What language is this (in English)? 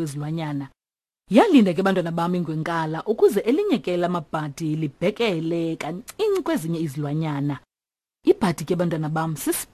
Xhosa